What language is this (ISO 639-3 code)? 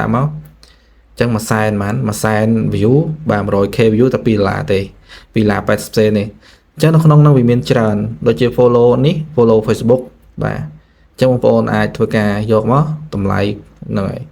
khm